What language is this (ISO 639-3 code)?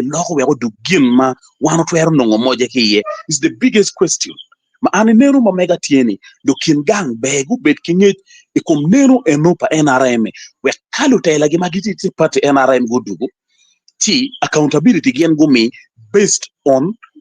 ach